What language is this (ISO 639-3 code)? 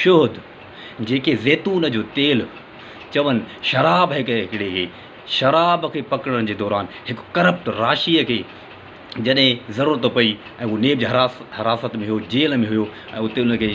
snd